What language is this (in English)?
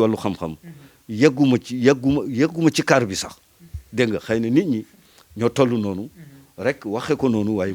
Wolof